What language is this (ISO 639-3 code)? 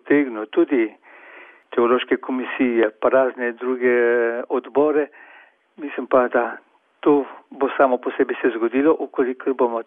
slv